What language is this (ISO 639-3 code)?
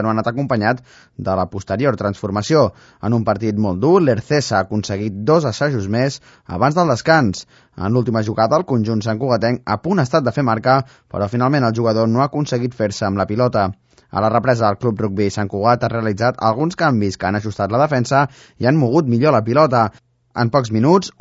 cat